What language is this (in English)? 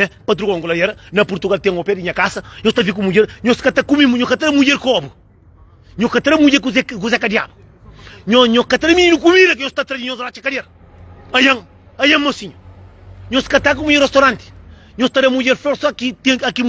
Kabuverdianu